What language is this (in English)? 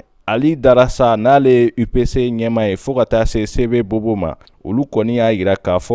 Bambara